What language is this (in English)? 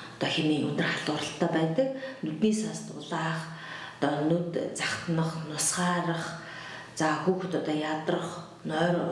Mongolian